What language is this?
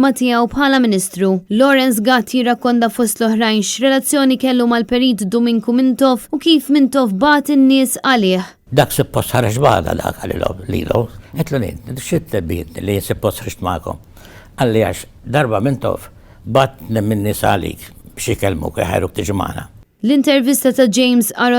Maltese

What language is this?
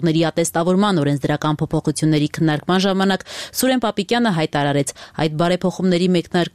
Armenian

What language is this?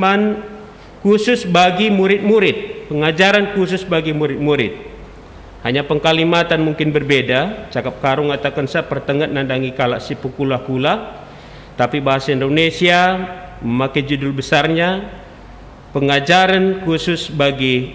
Batak Karo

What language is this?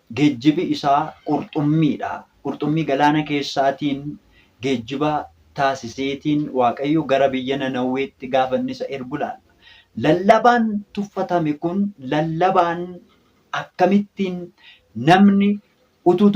Oromo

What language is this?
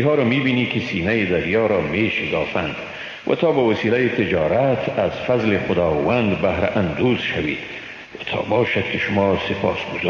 Persian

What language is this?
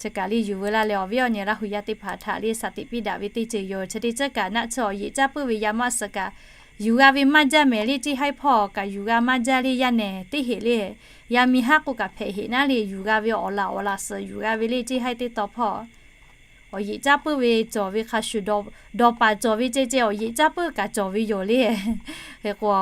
Lahu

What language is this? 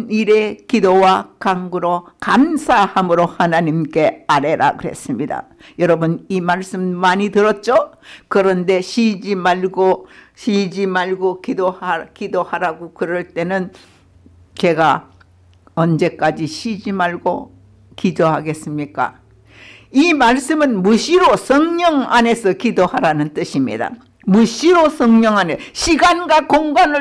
Korean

